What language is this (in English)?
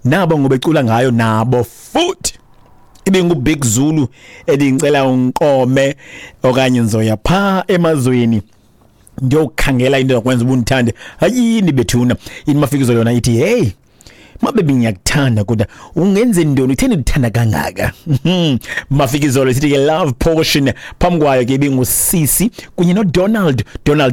Xhosa